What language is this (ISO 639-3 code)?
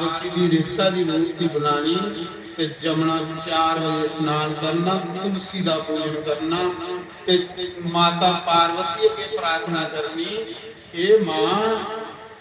doi